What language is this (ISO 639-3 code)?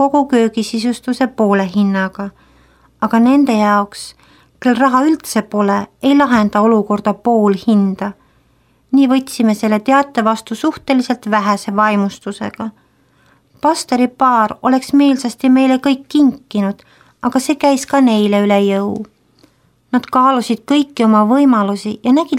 est